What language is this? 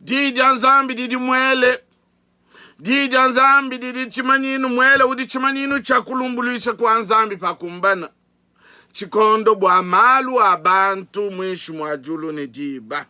Luba-Lulua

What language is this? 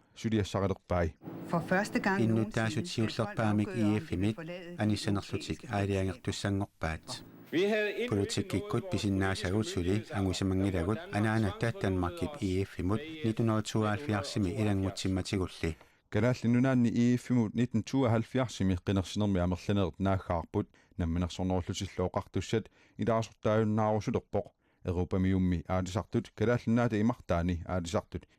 Kalaallisut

